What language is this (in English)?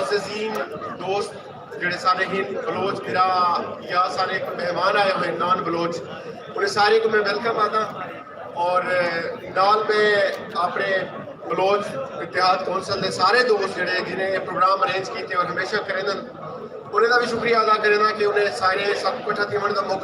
Saraiki